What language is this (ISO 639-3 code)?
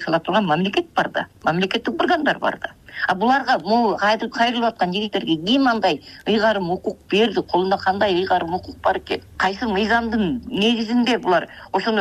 kir